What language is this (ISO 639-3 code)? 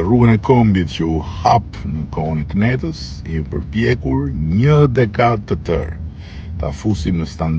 sqi